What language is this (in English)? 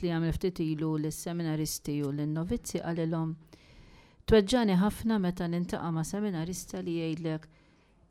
Maltese